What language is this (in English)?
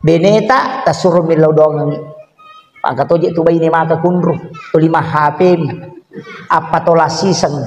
Buginese